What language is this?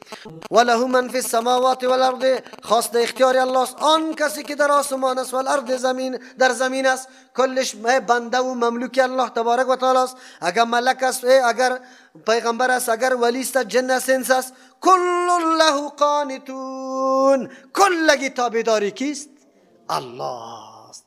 Persian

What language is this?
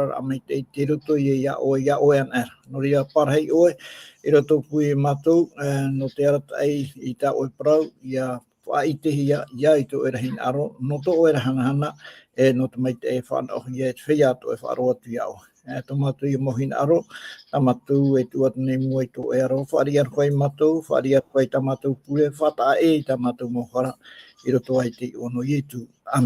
Tahitian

